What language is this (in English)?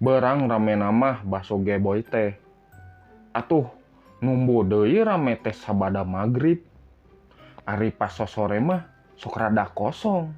Sundanese